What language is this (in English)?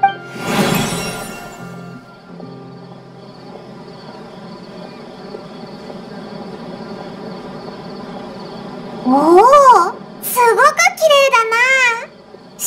Japanese